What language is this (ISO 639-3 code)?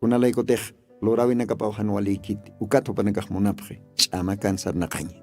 aym